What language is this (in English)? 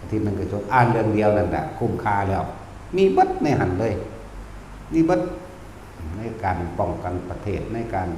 Northeastern Thai